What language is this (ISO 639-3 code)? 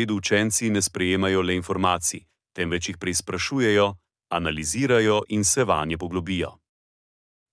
slv